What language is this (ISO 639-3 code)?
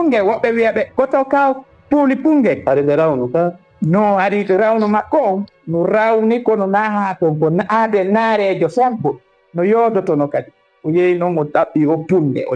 ful